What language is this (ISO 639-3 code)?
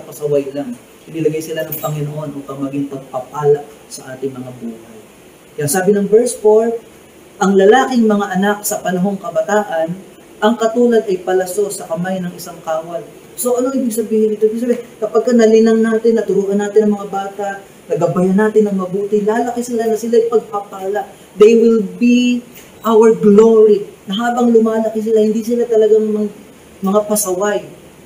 fil